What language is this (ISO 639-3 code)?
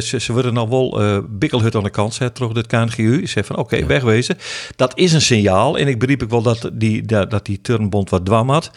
fry